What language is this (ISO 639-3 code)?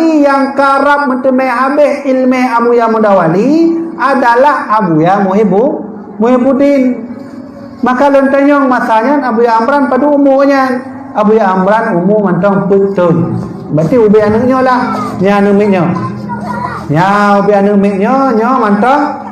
ace